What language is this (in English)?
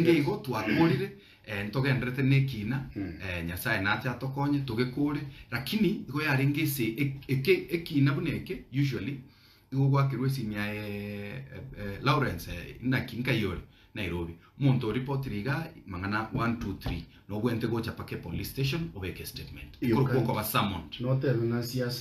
Gusii